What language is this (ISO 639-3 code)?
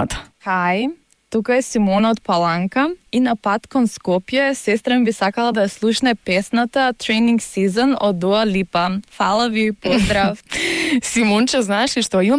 mkd